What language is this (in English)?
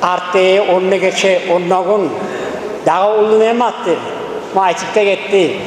Kumyk